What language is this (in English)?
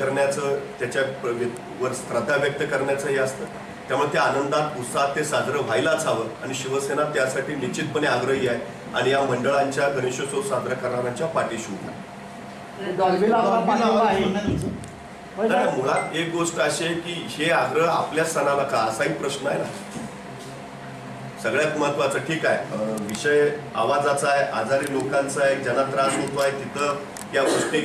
Marathi